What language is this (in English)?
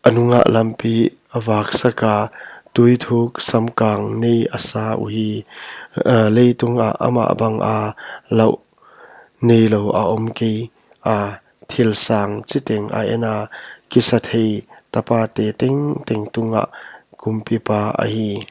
Paite Chin